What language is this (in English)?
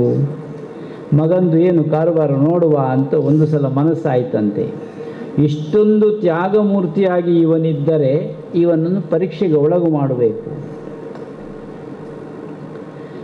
Kannada